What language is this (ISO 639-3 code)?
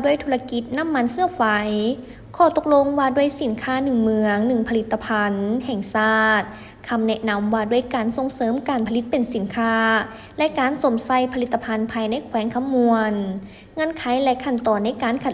lao